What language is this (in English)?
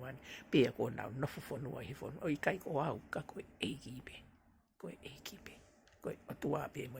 Tongan